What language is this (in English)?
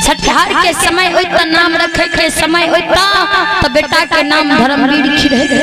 Maithili